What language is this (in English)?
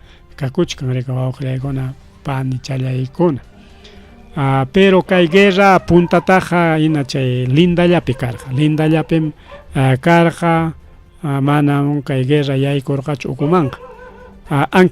Ayacucho Quechua